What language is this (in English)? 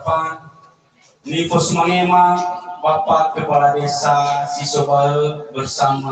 Nias